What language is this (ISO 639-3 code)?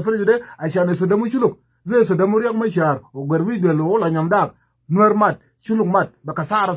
nus